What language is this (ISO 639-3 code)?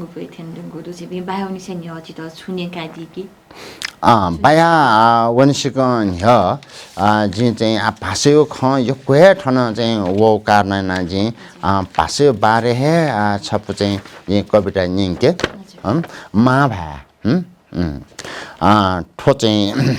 new